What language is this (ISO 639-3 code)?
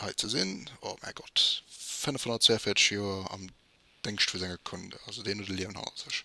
ltz